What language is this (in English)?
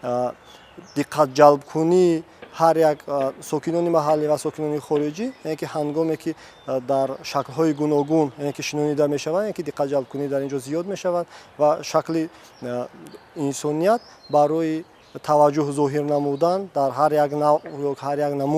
Tajik